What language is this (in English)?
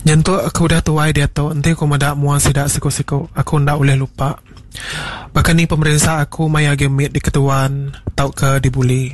Iban